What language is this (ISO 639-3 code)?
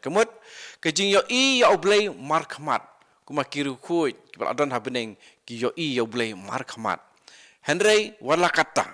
kha